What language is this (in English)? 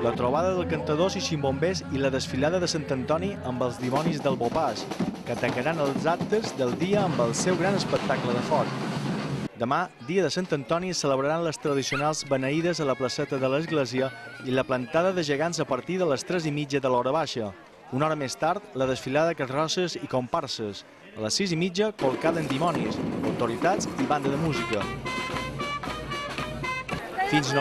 Catalan